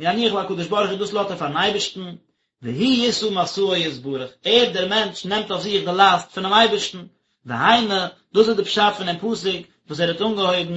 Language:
Yiddish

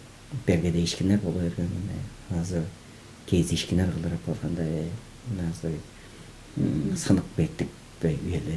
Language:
Tuvinian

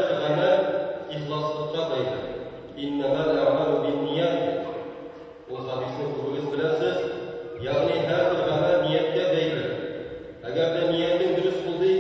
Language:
Tatar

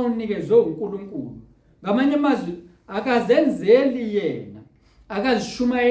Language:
Zulu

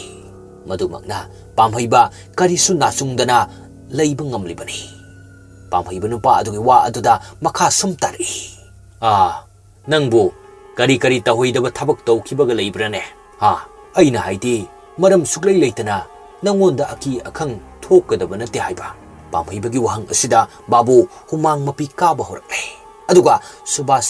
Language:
Manipuri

